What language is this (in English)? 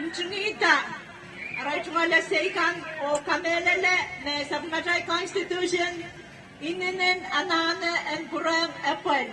Pohnpeian